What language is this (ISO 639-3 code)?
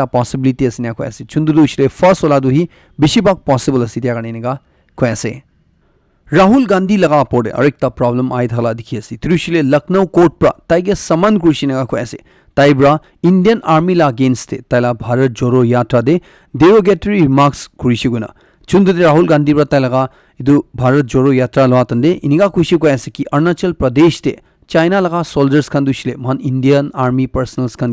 nag